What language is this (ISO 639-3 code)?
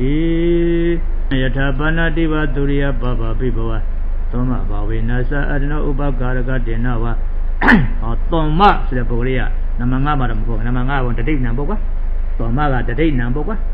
mya